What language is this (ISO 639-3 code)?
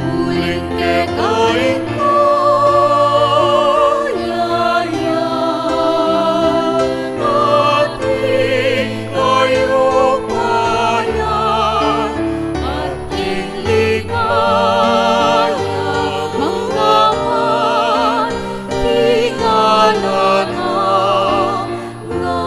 pam